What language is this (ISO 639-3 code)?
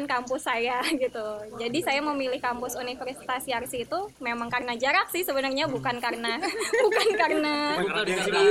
ind